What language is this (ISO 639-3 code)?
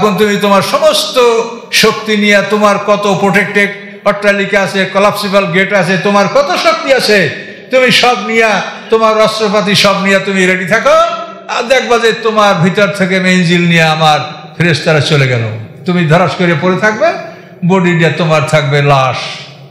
ben